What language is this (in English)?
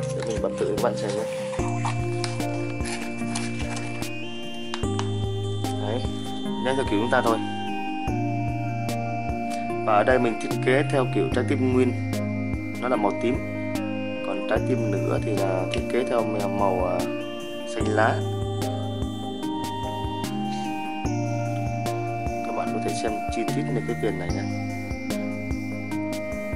Vietnamese